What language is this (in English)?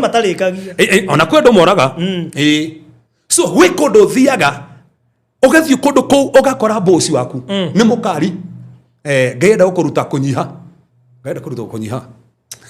Kikuyu